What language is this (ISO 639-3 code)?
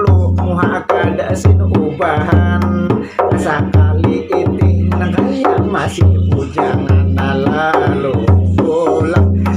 bjn